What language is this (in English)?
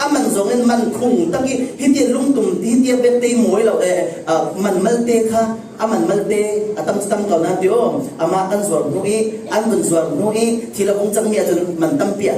Falam Chin